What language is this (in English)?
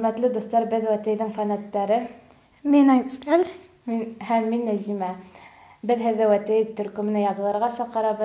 Bashkir